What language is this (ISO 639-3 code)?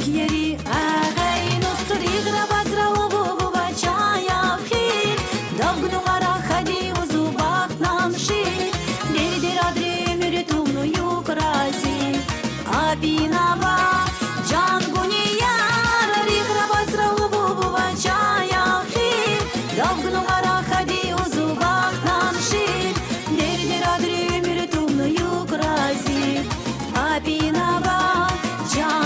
tab